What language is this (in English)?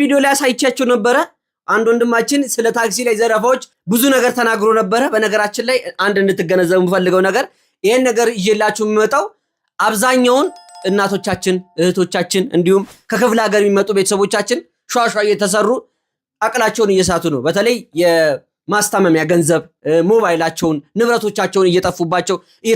Amharic